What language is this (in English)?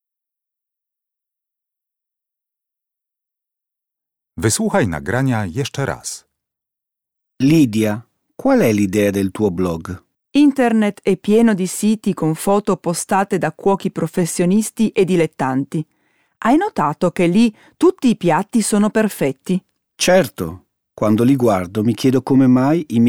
Italian